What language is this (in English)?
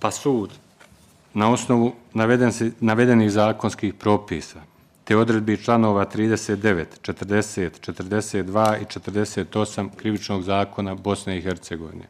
Bosnian